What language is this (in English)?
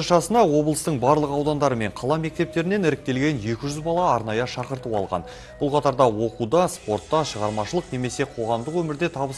Kazakh